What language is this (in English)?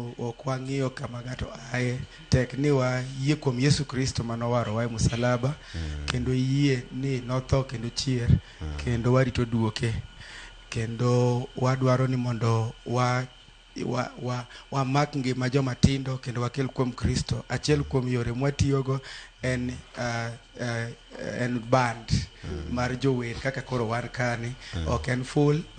Luo (Kenya and Tanzania)